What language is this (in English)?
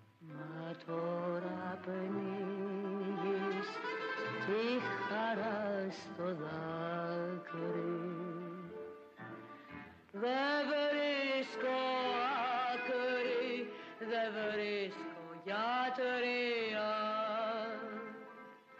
Greek